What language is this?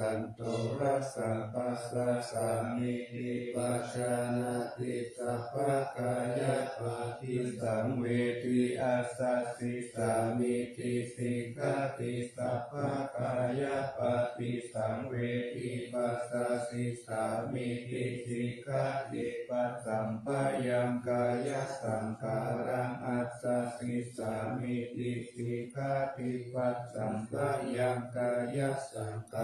Pali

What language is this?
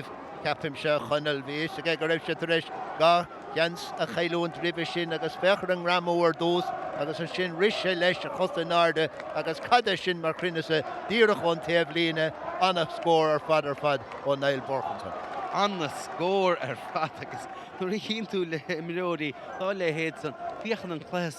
Irish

